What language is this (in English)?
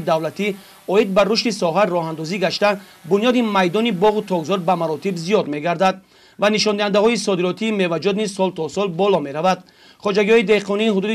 Tajik